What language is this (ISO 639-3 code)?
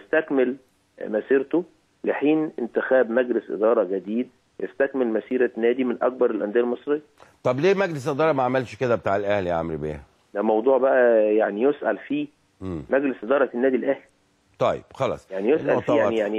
arz